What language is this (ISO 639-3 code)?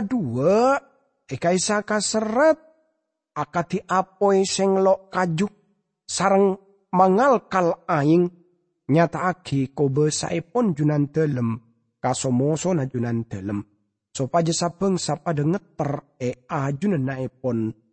mad